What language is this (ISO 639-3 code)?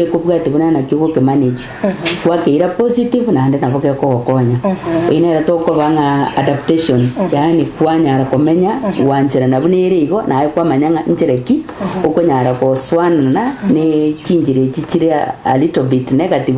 guz